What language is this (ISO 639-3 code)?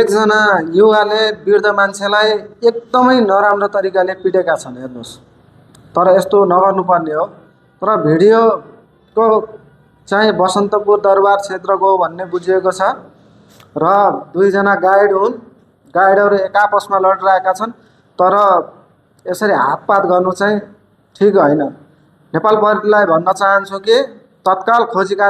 nep